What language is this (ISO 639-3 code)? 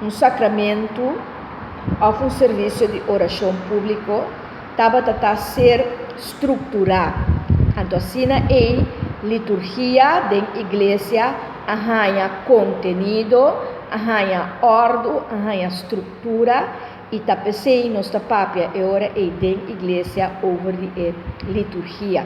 pap